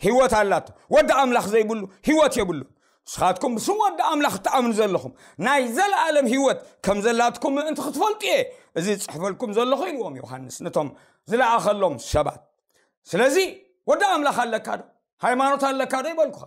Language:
Tigrinya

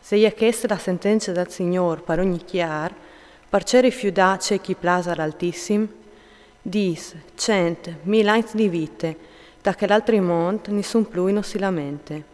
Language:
Friulian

